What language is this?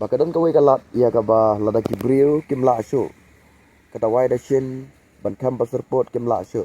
Khasi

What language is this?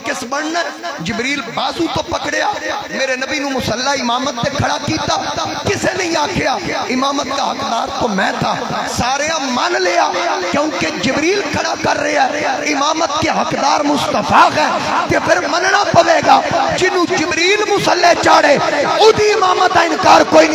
Western Panjabi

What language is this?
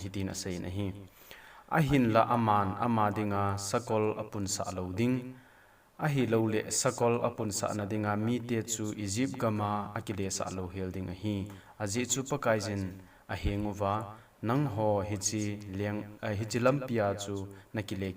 Thado Chin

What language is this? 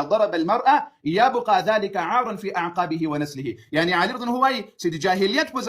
Pashto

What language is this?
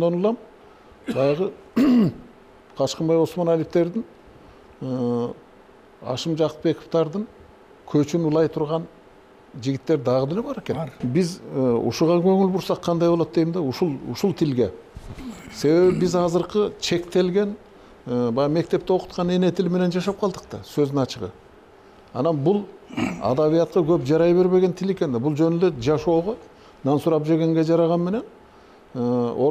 Kyrgyz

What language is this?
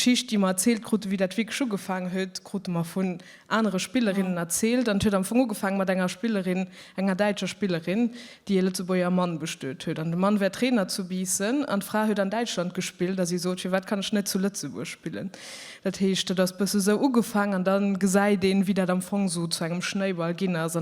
Luxembourgish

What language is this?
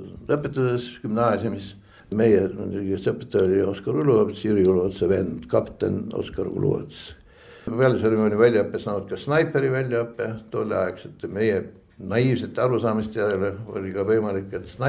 Estonian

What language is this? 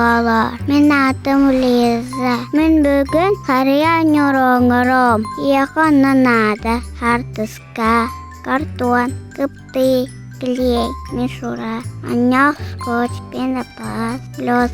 Yakut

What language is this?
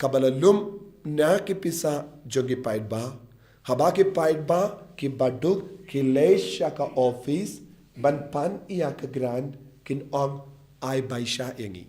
Khasi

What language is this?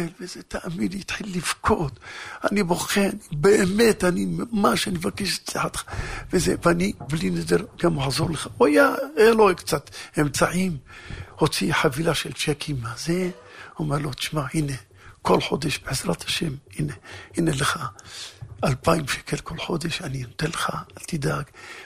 Hebrew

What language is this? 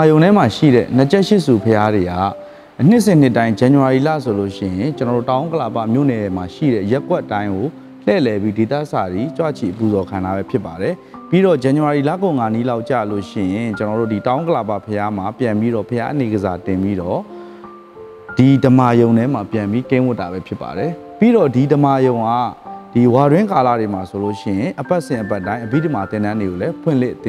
Burmese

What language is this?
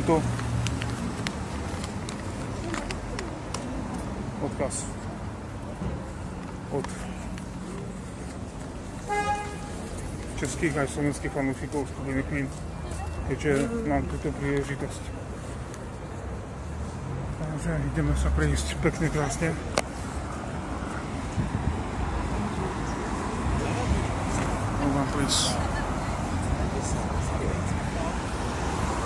Slovak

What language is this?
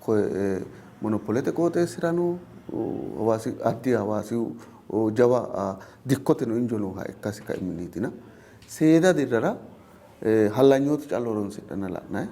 Sidamo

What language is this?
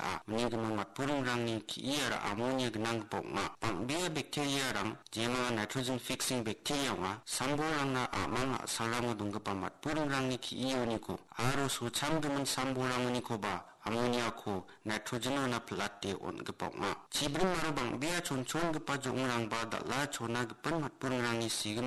Garo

